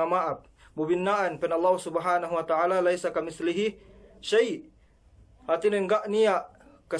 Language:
Yakan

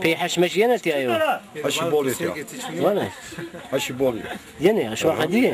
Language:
Zaza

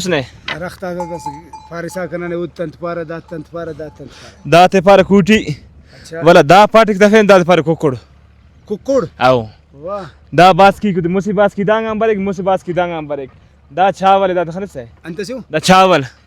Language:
Brahui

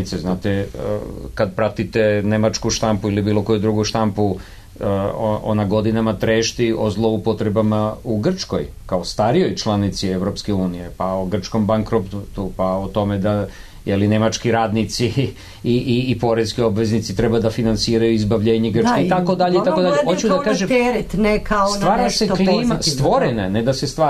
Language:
Serbian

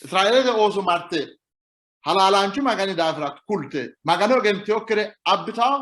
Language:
Sidamo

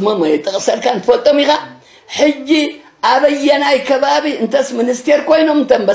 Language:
Tigrinya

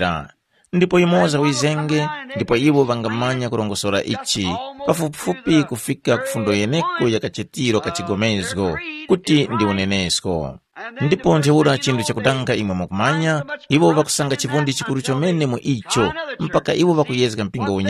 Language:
Tumbuka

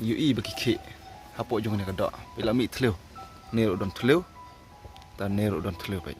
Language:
Khasi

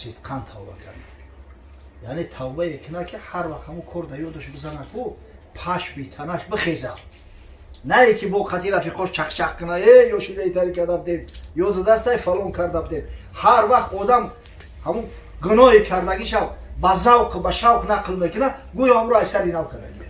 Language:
Tajik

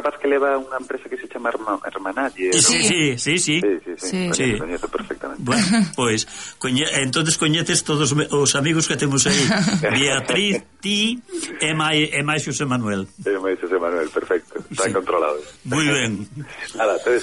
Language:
Galician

